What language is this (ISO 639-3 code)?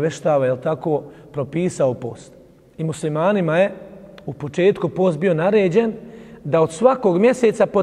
bos